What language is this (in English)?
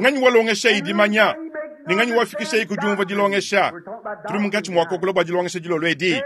Luba-Lulua